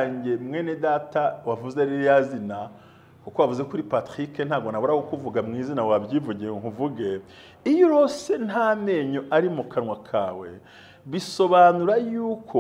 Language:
Kinyarwanda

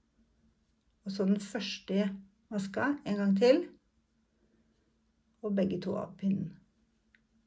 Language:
Norwegian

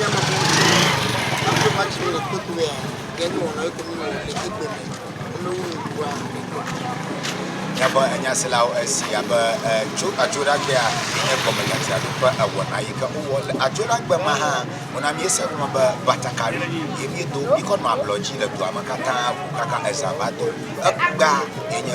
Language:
Ewe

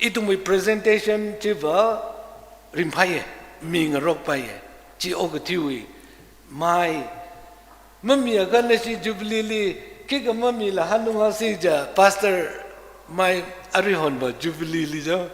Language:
Tangkhul Naga (India)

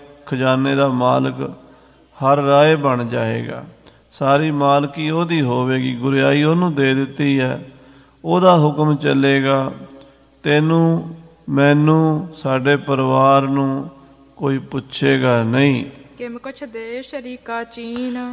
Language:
Punjabi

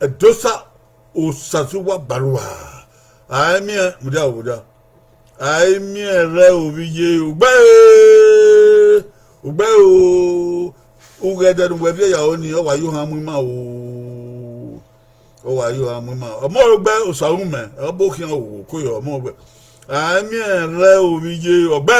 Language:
Bini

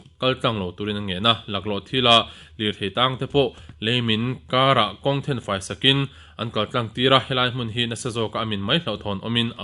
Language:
Mizo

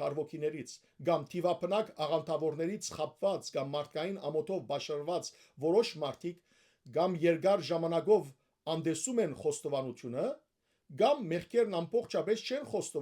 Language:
Western Armenian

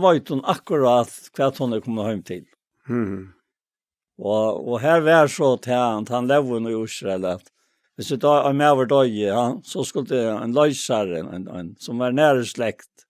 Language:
Faroese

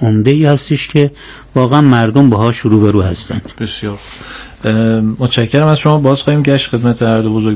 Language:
Persian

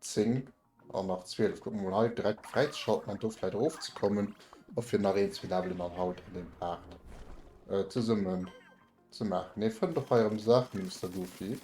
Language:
Luxembourgish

